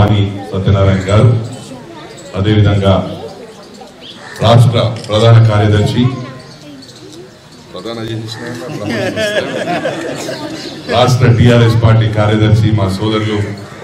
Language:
Telugu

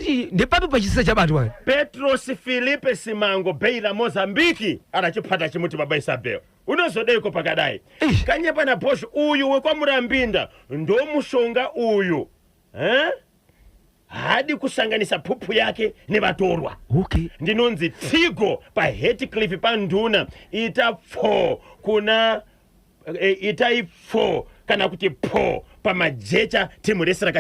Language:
Shona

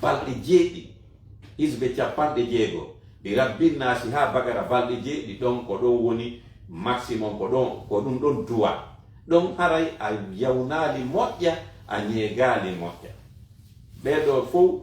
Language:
Fula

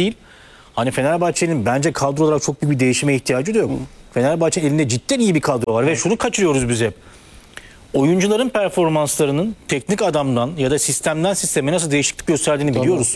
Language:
Turkish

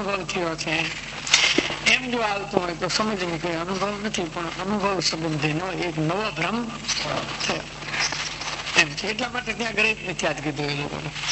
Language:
Gujarati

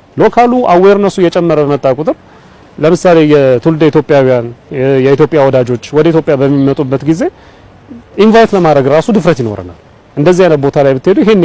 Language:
Amharic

